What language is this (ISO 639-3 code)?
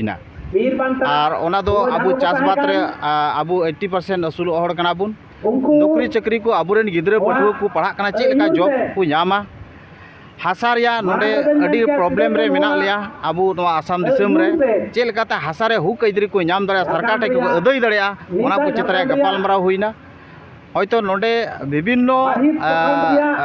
sat